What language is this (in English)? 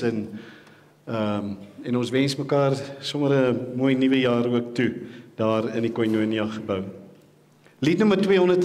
Afrikaans